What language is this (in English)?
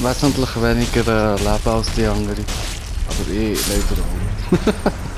Swiss German